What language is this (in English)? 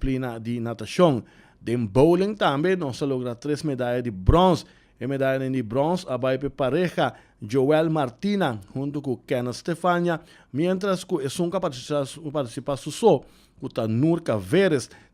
Papiamento